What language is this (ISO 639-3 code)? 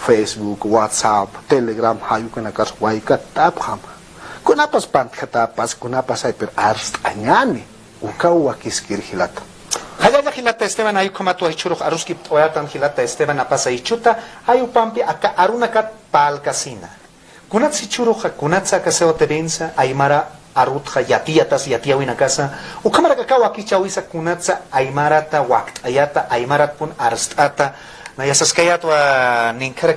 aym